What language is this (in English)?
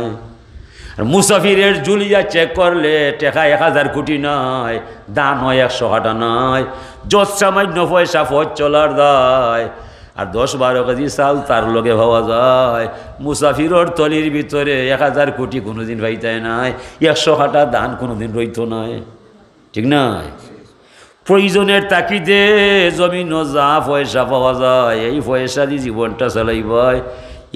Sylheti